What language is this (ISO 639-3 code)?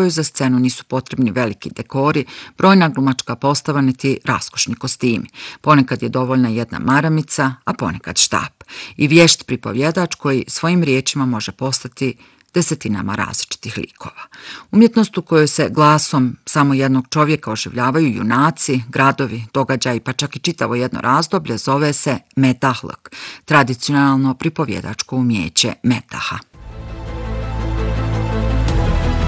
bos